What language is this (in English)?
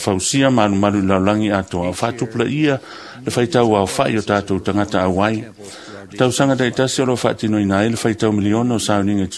Samoan